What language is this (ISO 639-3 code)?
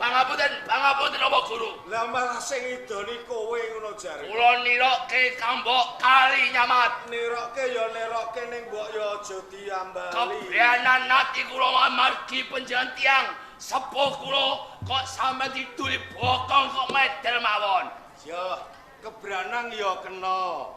jav